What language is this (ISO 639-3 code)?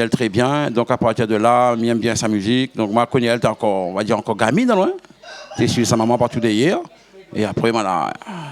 rcf